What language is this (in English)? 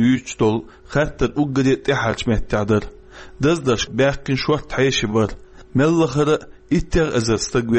Chechen